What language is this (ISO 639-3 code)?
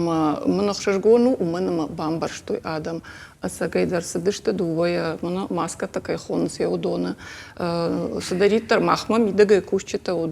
oss